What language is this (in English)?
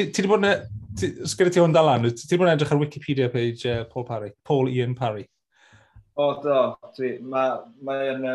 Welsh